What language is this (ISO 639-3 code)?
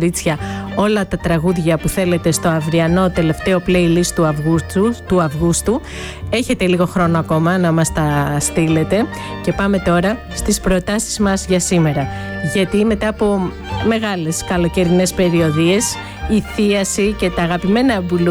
ell